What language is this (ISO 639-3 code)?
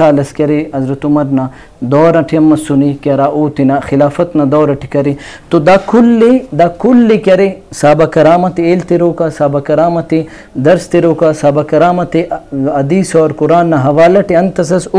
brh